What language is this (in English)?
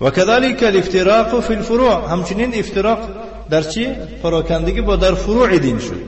Tajik